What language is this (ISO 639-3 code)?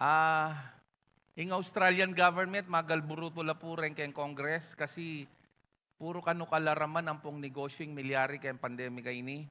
pam